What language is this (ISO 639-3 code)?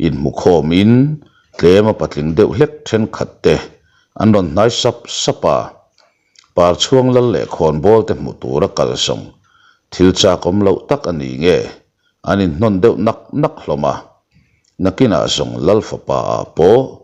lus